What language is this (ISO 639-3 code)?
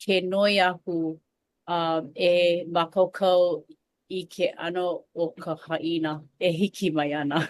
haw